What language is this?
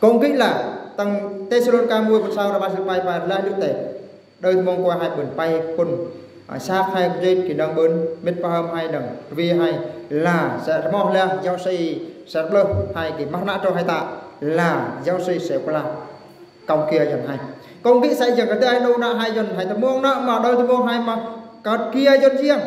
Eastern Bru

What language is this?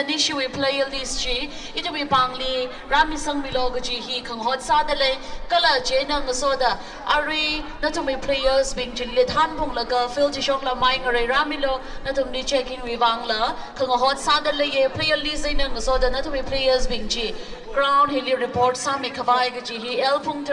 Tangkhul Naga (India)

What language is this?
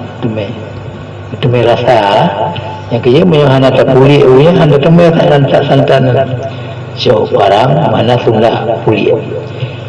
Achinese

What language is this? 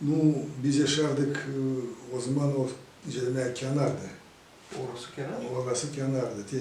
Gagauz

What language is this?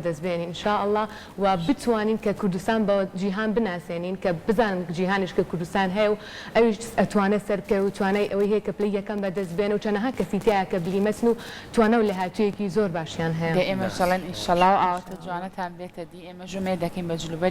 Central Kurdish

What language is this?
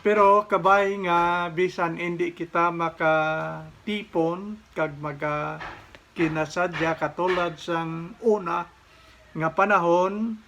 Hiligaynon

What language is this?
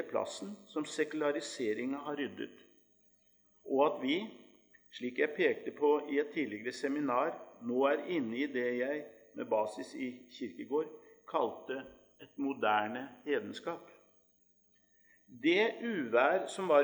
Norwegian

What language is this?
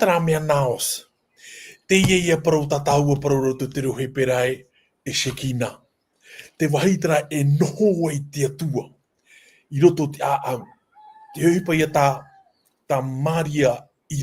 Tahitian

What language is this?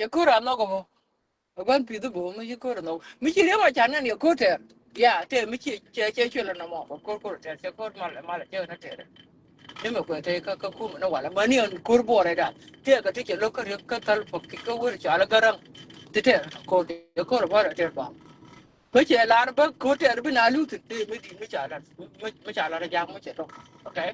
Nuer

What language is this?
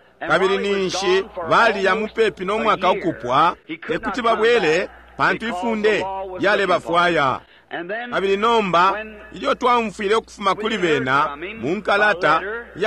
Bemba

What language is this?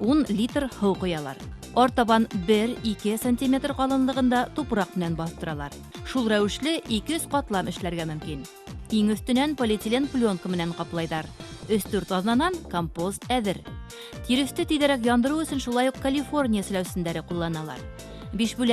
Bashkir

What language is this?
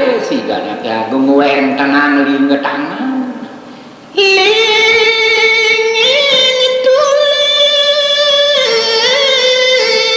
Balinese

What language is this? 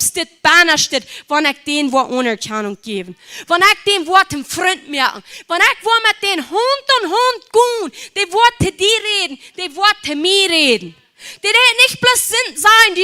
Plautdietsch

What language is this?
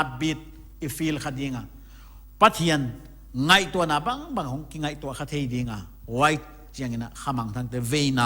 Paite Chin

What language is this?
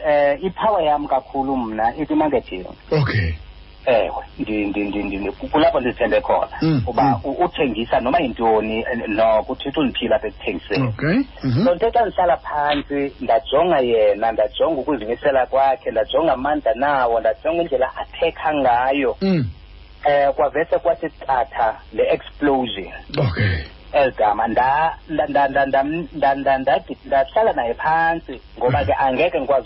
Xhosa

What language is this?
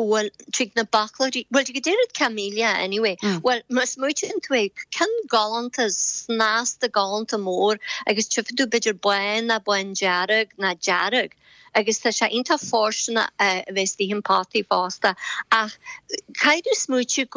Irish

